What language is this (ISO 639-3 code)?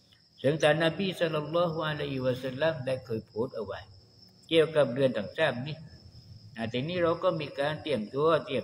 tha